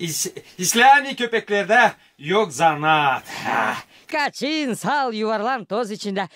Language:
Gagauz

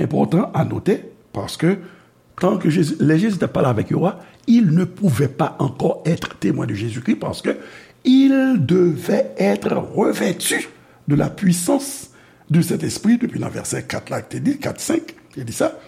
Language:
Haitian Creole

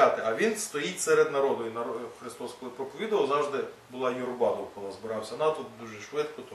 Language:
Ukrainian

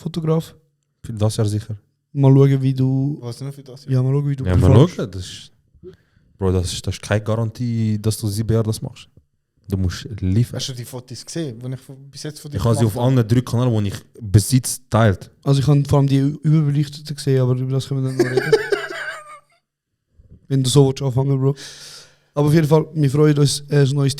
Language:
Swiss German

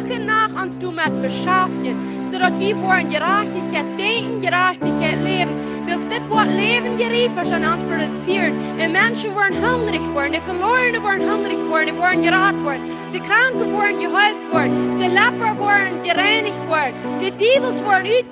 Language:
Plautdietsch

